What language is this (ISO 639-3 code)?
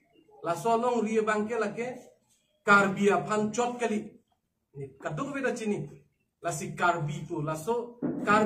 mjw